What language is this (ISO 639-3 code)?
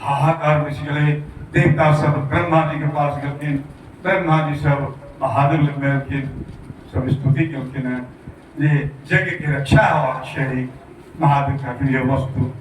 mai